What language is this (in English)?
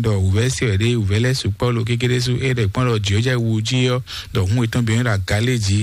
Fon